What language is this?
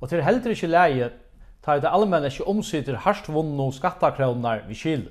Faroese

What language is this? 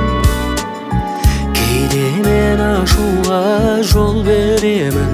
Kazakh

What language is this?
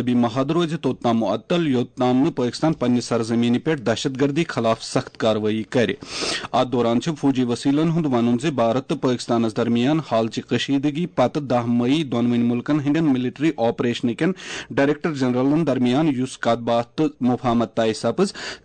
Kashmiri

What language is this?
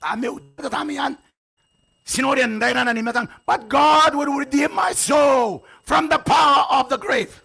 Gilbertese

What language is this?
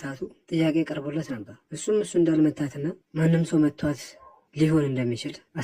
Amharic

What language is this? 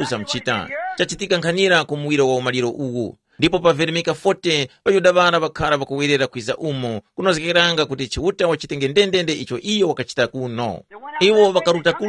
Tumbuka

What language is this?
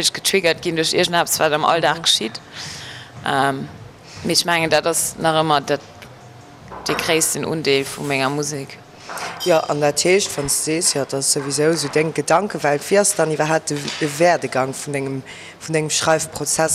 Luxembourgish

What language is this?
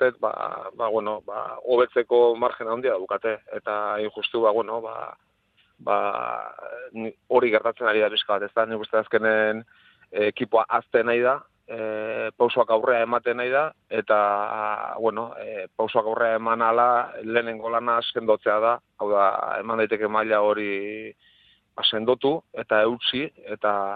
Basque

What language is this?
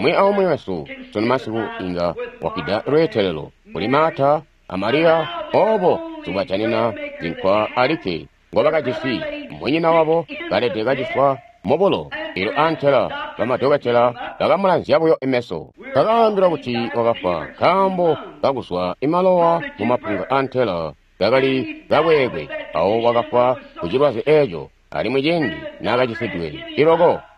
Tonga (Zambia)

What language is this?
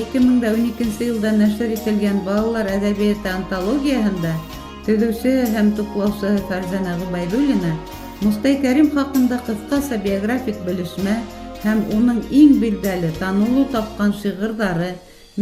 Bashkir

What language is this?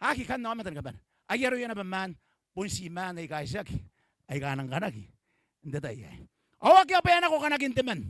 Gilbertese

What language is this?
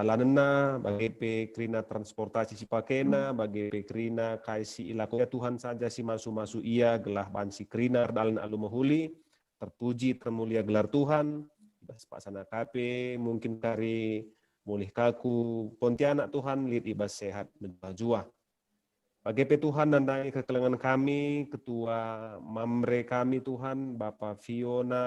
Batak Karo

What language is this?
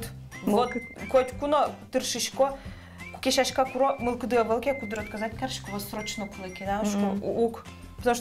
Udmurt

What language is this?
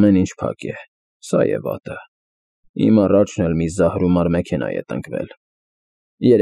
Armenian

